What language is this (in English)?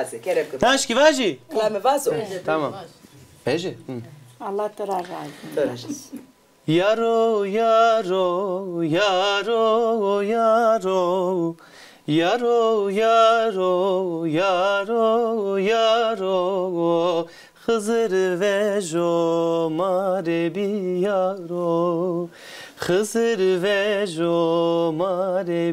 Zaza